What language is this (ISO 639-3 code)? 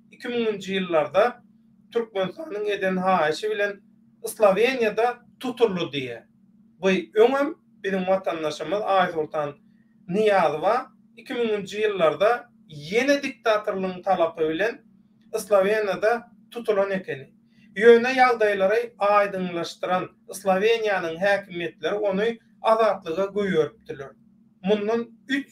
tuk